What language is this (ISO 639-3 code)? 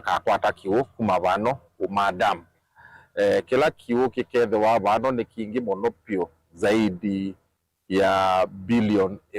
kam